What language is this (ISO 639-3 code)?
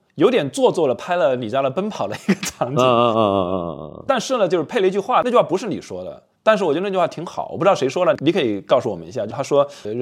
zho